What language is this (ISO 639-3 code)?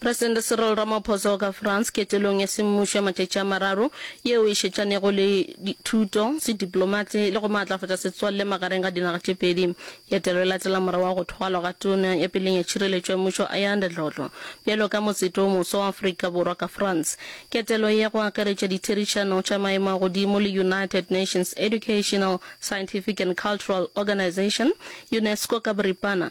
nso